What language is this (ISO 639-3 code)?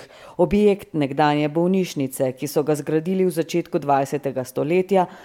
slv